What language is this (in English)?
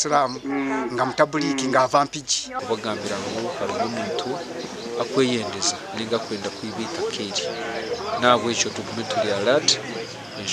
Nyankole